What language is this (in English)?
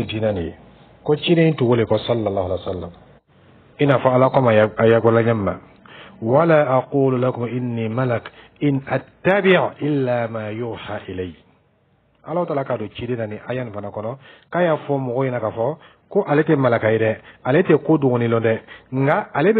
Dyula